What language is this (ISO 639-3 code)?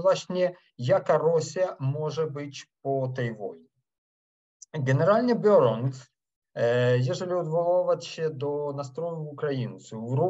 pol